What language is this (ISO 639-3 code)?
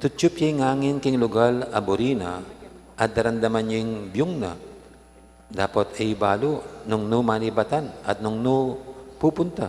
pam